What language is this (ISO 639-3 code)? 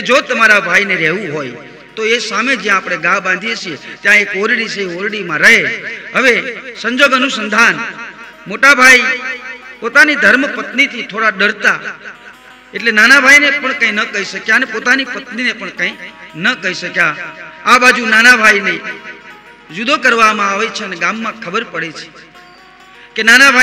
guj